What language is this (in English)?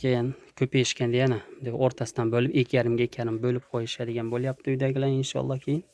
Uzbek